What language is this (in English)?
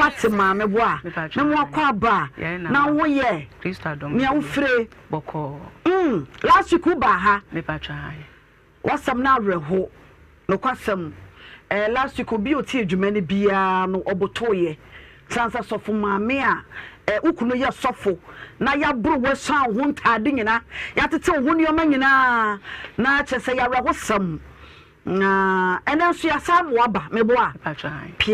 Akan